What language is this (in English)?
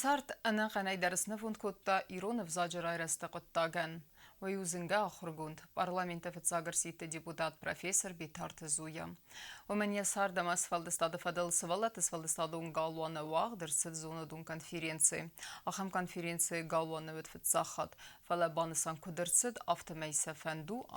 Ossetic